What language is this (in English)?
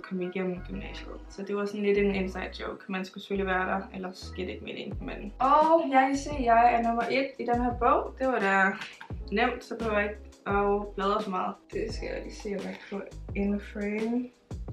Danish